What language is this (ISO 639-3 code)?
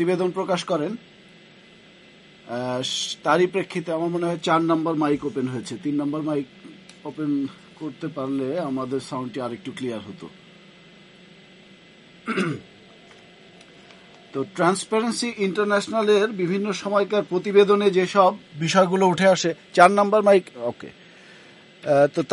ben